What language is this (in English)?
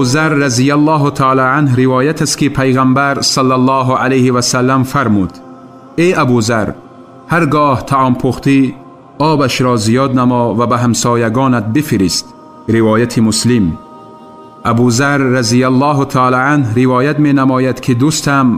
Tajik